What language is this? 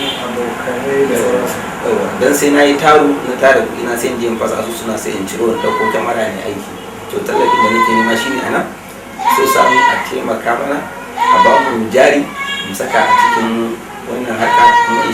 Hausa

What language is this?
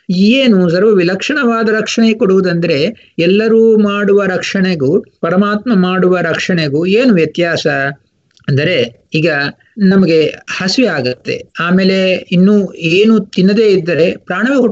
Kannada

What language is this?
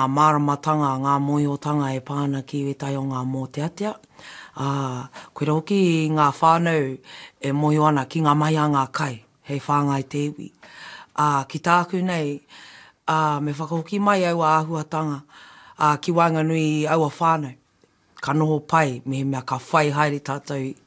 Māori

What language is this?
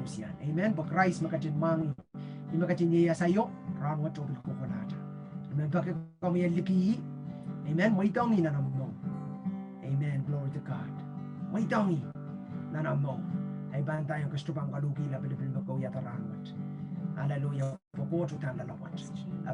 Pohnpeian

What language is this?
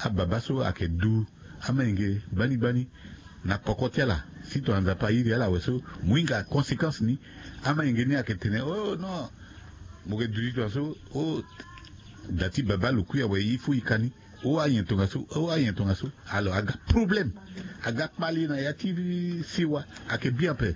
Sango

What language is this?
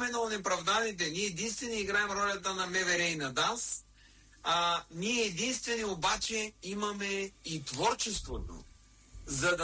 Bulgarian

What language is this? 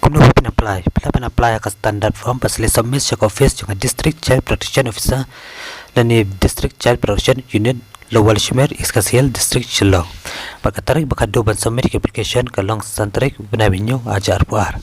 Khasi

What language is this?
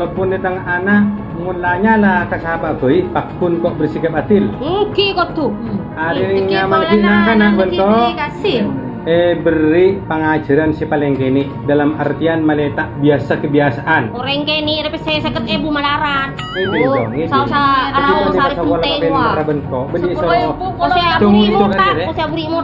Madurese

